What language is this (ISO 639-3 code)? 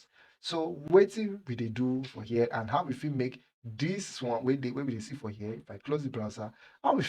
pcm